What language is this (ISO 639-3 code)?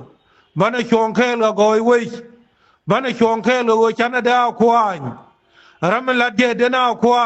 nus